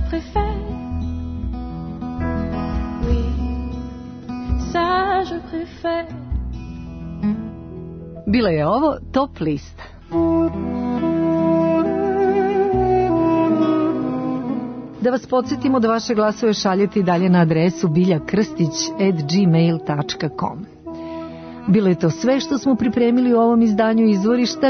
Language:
Serbian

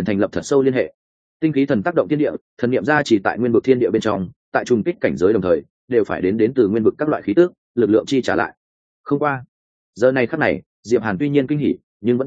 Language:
Vietnamese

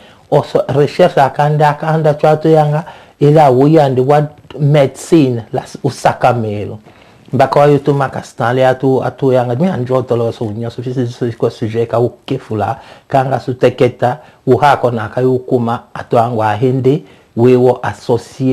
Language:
Tetela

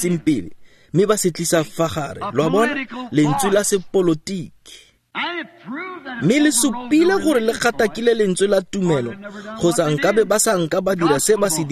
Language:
Tswana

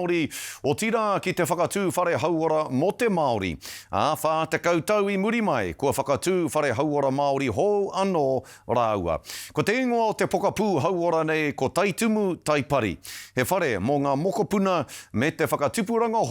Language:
Māori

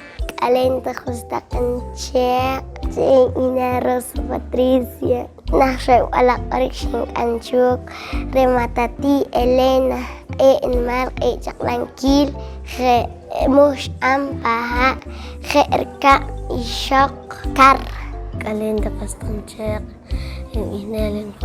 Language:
Poqomchi'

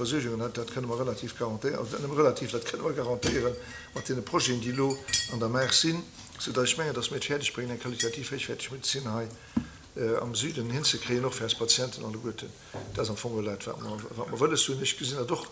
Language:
Luxembourgish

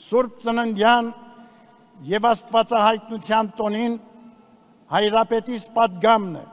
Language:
Armenian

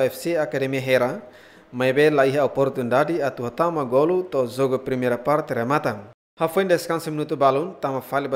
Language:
Tetum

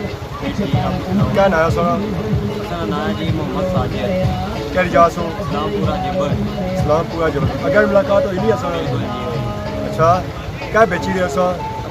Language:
Pahari-Potwari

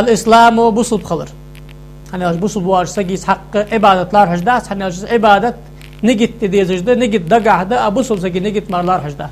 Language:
Ingush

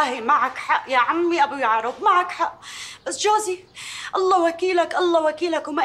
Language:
North Levantine Arabic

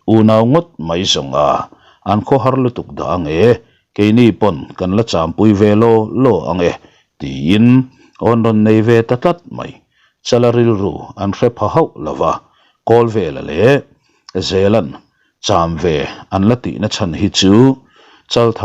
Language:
Mizo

